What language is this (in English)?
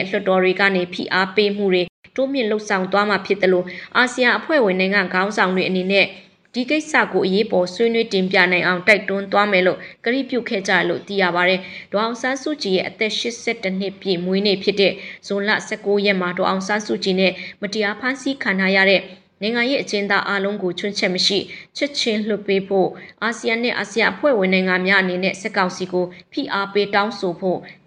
Burmese